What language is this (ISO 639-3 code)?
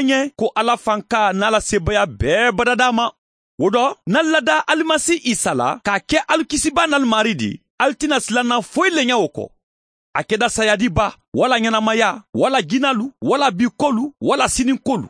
man